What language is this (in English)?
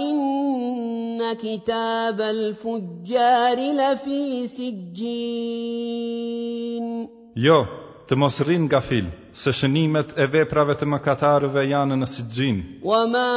Albanian